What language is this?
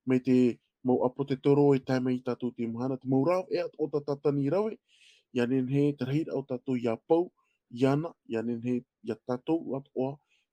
Tahitian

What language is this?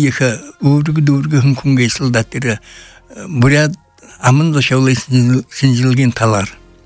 Buriat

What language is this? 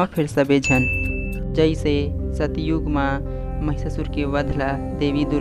Chhattisgarhi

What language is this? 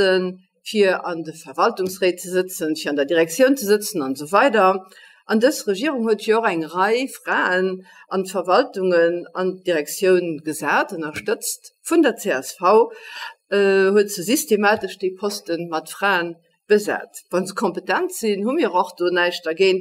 Luxembourgish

